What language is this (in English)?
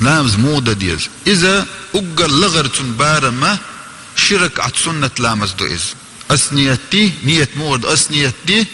Chechen